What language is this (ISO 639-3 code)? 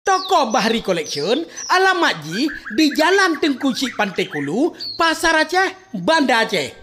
ace